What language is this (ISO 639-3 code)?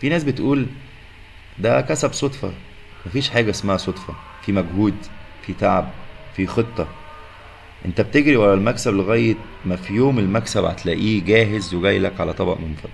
arz